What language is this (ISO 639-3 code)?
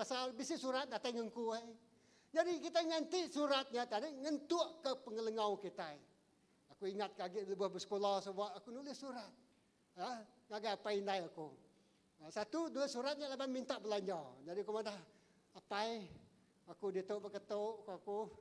iba